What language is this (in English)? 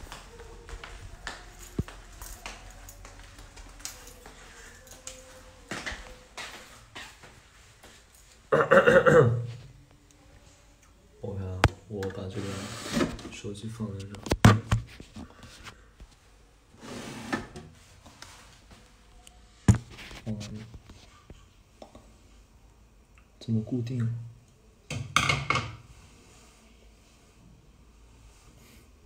Chinese